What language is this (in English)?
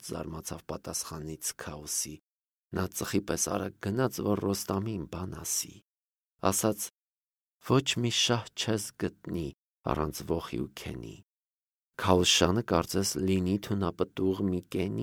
Armenian